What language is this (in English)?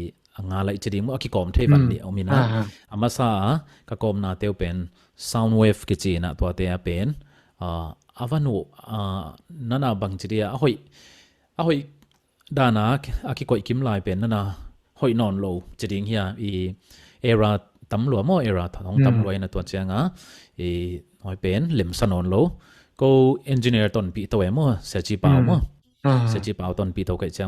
Tedim Chin